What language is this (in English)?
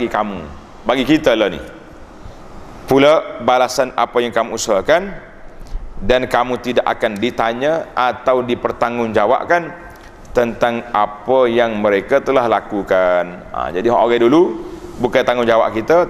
Malay